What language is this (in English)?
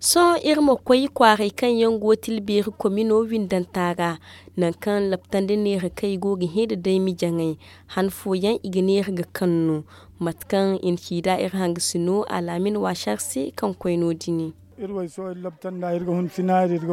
Zarma